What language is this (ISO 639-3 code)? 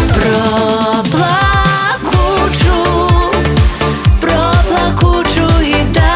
ukr